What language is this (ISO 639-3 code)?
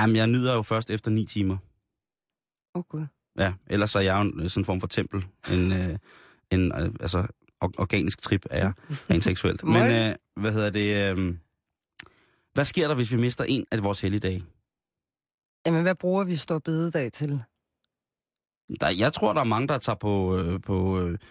dan